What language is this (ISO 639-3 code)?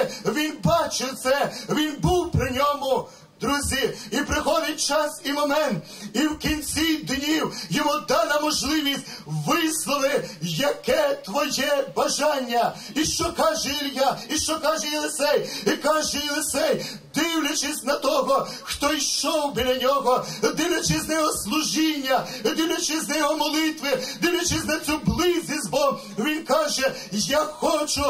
ukr